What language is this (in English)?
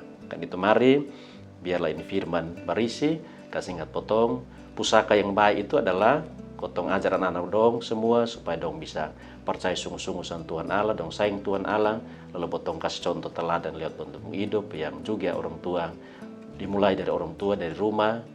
Kupang Malay